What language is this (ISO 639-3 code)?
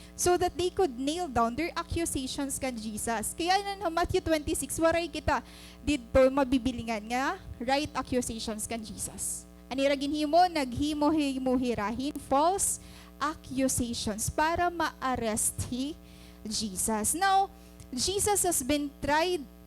war